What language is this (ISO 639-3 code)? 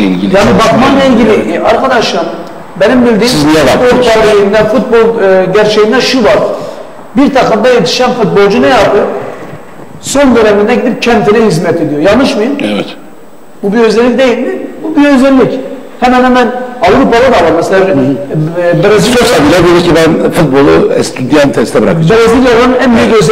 tur